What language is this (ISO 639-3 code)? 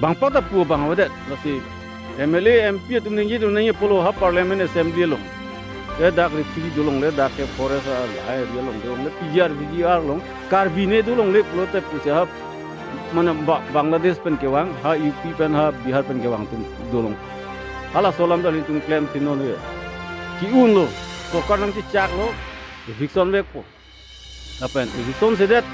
mjw